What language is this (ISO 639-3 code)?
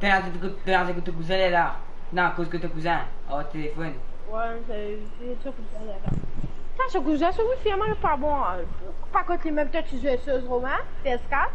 mfe